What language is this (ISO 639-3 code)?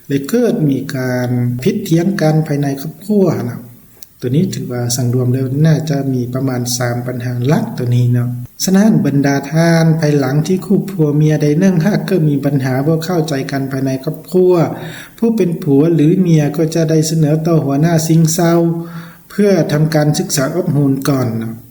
lao